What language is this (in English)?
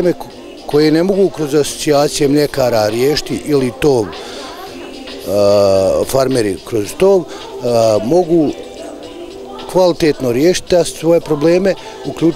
Bosnian